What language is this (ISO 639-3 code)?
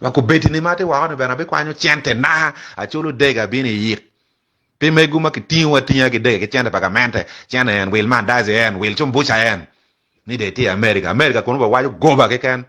ach